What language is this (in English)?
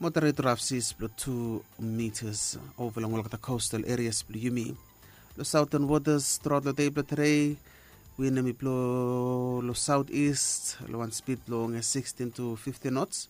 Bislama